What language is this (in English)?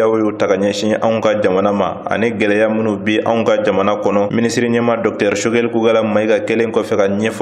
Bambara